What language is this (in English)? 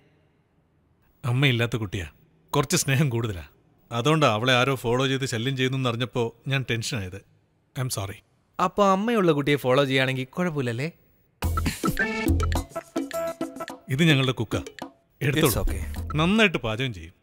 Malayalam